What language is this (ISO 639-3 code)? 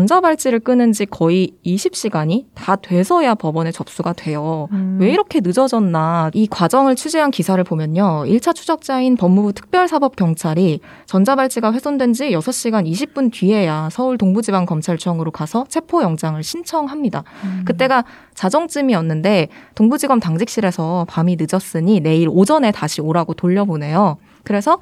kor